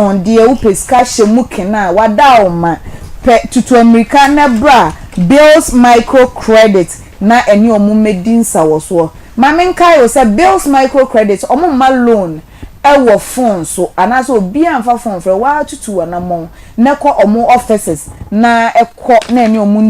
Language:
Akan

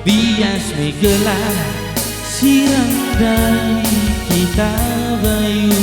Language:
Batak Karo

